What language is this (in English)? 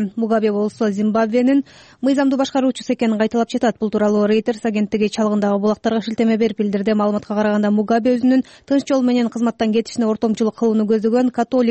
Kyrgyz